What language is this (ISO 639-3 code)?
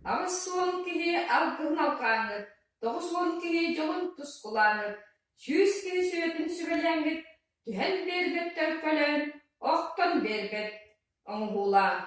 sah